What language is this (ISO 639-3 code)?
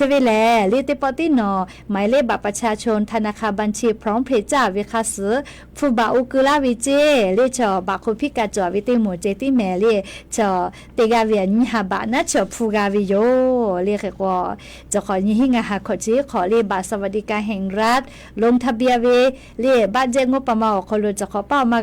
lhu